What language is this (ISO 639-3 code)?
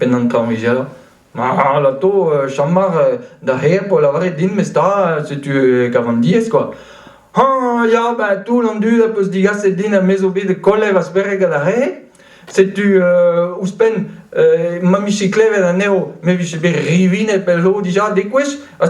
bre